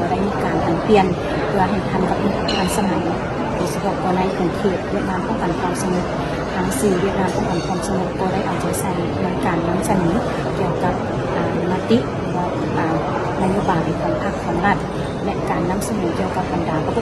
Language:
Lao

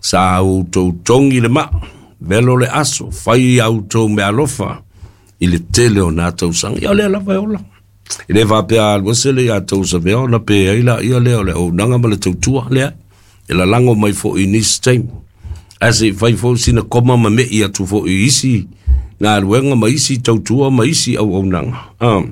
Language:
Samoan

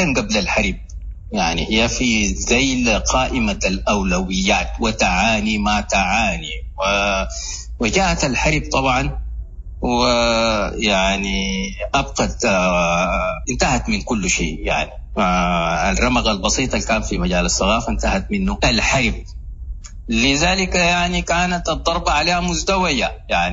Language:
Sudanese Arabic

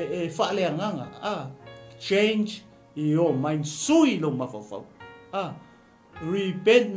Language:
Samoan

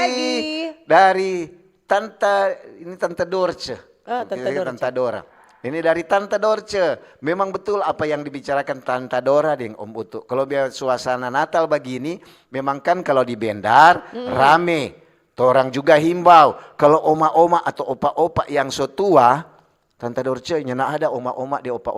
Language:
Manado Malay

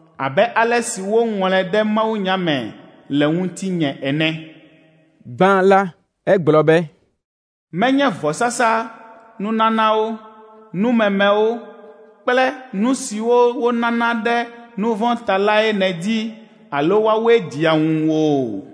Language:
Ewe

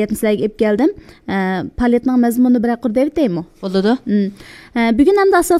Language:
Uyghur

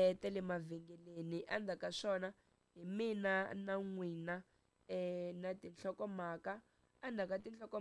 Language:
Tsonga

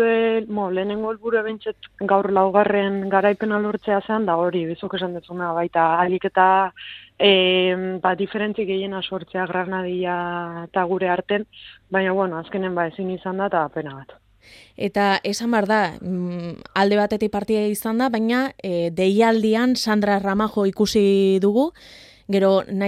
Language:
Basque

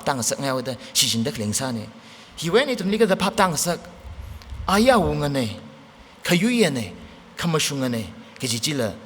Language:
Tangkhul Naga (India)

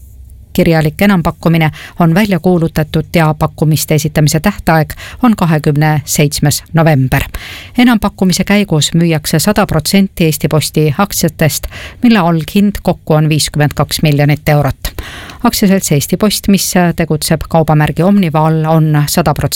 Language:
Estonian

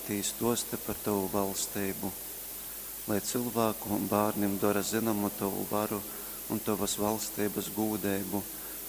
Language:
Latgalian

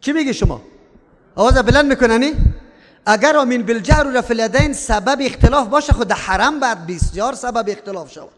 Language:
Persian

